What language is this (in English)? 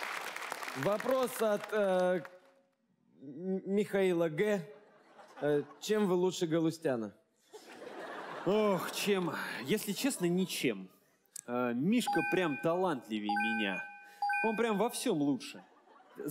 Russian